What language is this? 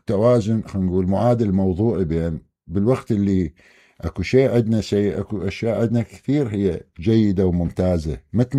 Mesopotamian Arabic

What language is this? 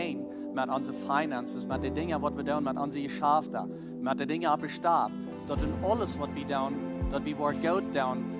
Plautdietsch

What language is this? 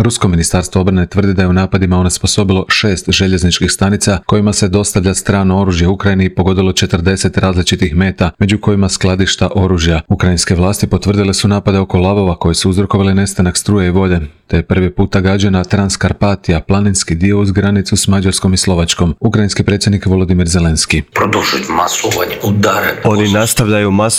Croatian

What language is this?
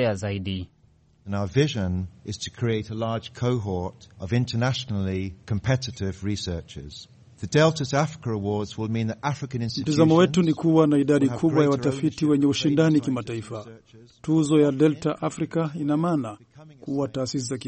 Swahili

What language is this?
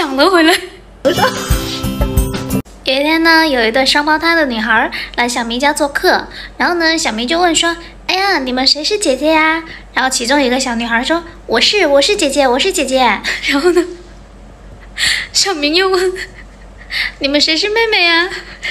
Chinese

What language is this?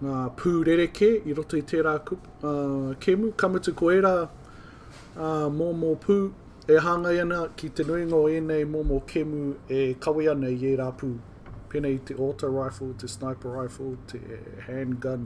Māori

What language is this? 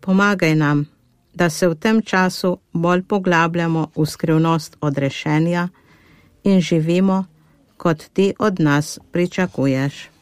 Slovenian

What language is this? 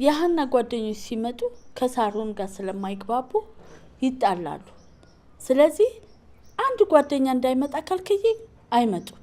Amharic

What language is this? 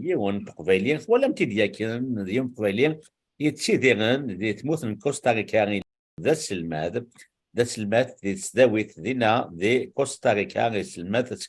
Kabyle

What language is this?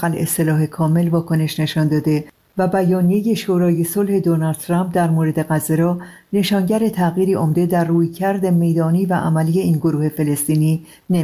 Persian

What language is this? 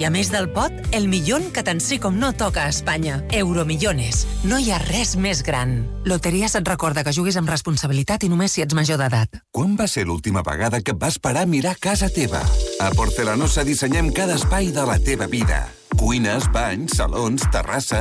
Catalan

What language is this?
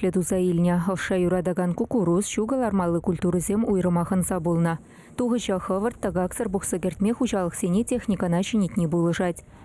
Chuvash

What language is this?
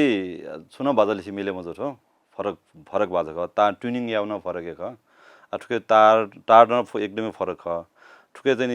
Newari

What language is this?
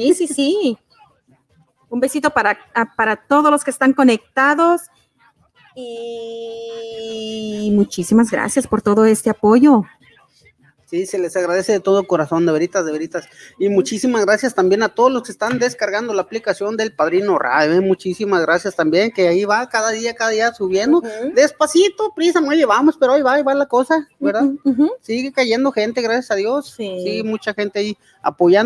Spanish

